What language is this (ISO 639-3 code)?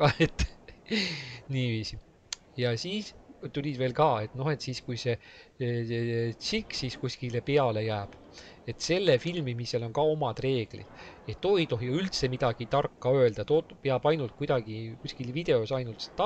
est